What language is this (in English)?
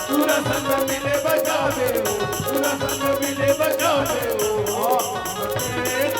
Chhattisgarhi